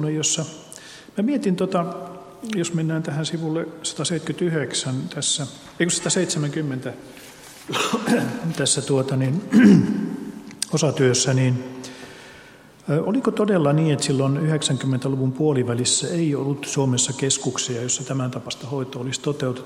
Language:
Finnish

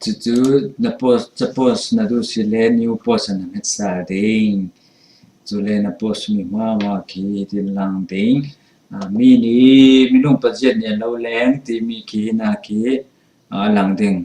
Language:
Falam Chin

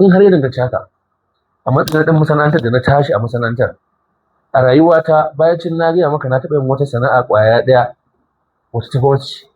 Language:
Hausa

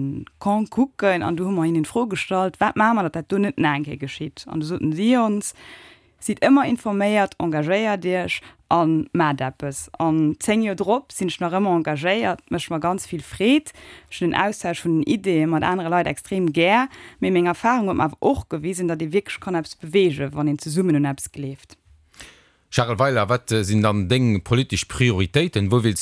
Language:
Luxembourgish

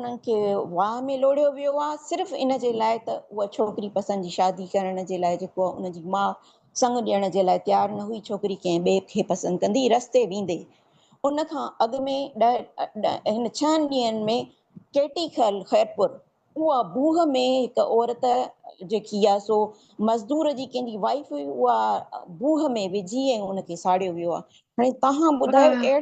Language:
Sindhi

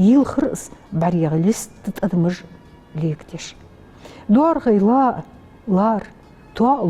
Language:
Ingush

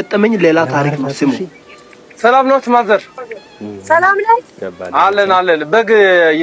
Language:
Amharic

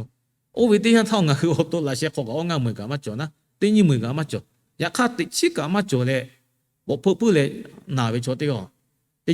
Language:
Lahu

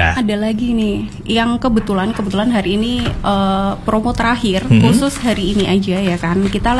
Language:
Indonesian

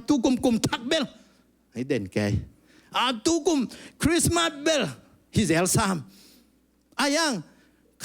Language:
Tedim Chin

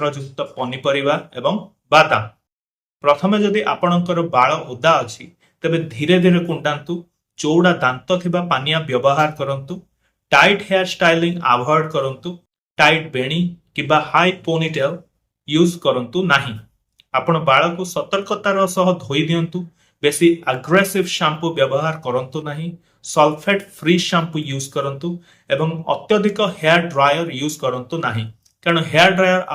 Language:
Odia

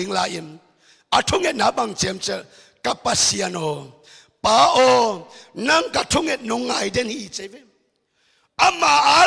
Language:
Tedim Chin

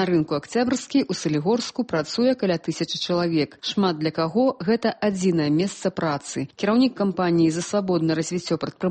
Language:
Belarusian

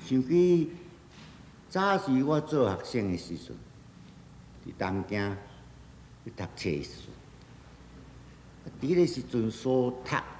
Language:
Min Nan Chinese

